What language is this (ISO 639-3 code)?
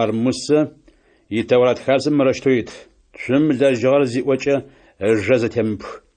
ady